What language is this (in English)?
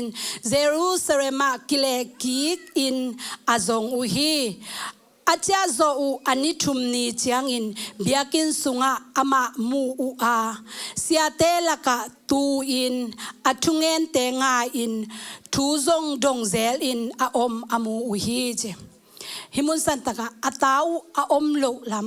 Tedim Chin